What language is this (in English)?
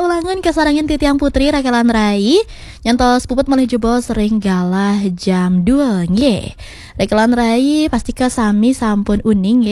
Balinese